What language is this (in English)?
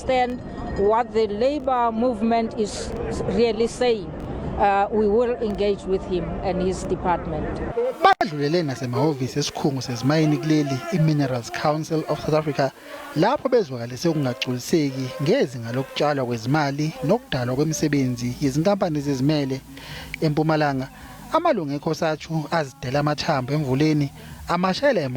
Zulu